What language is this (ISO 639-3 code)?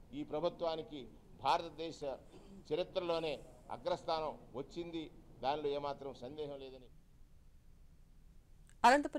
tel